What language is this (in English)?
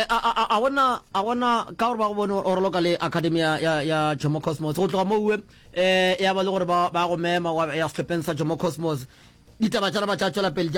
Northern Sotho